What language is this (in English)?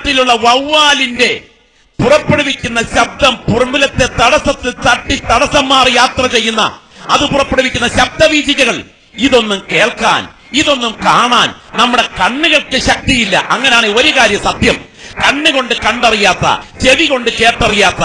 Malayalam